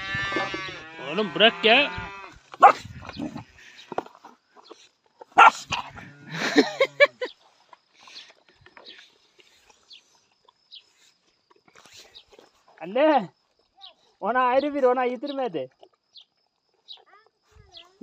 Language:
Turkish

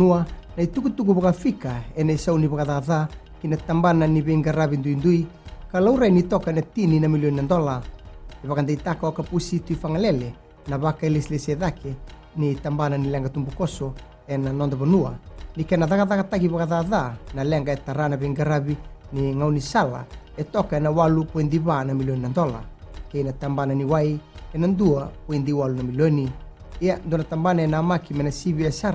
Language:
Fijian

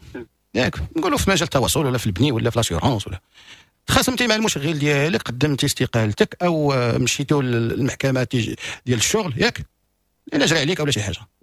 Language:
Moroccan Arabic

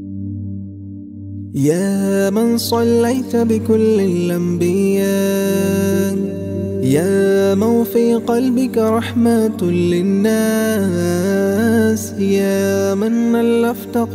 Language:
Malayalam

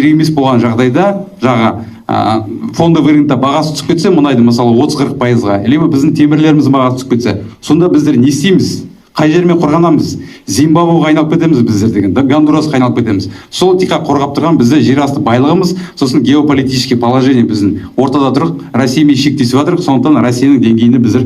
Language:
Kazakh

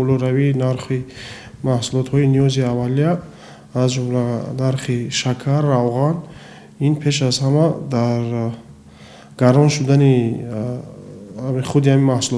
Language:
Tajik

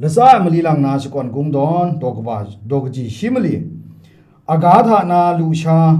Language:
Kachin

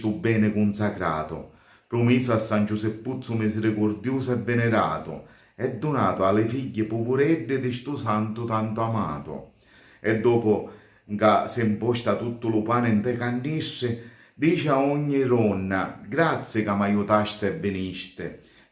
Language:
Sicilian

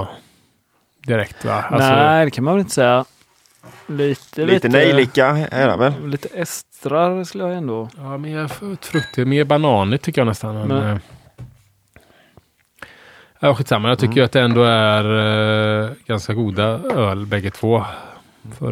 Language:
Swedish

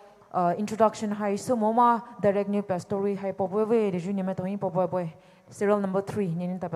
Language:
Poumei Naga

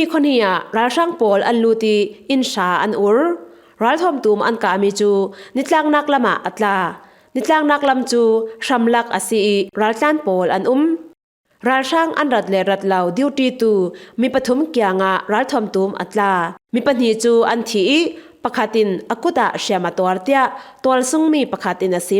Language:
Falam Chin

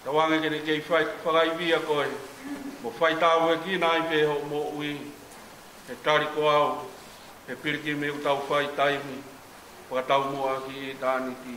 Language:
Tongan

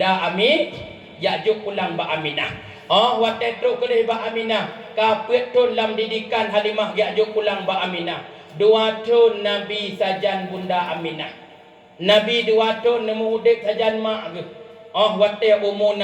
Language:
Achinese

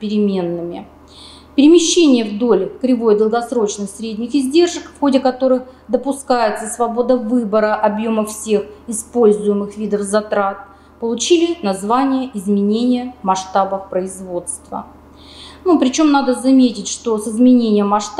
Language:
Russian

